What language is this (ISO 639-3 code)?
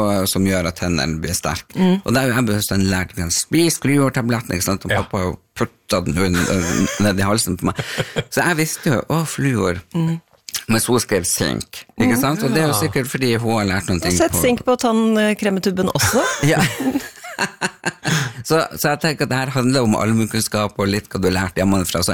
nor